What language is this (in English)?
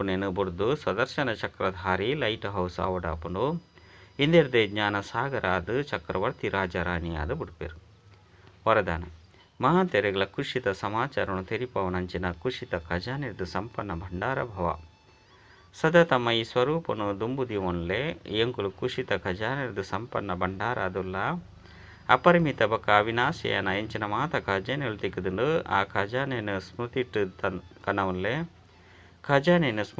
Tulu